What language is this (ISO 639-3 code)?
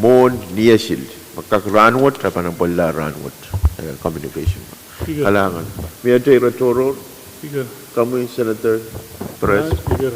pon